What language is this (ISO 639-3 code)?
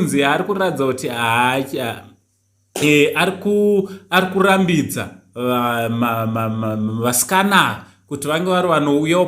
sna